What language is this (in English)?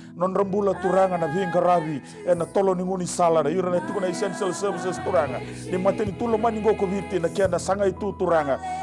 Fijian